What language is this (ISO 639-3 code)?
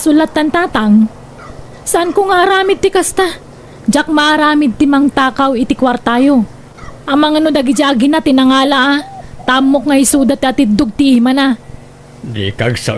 ilo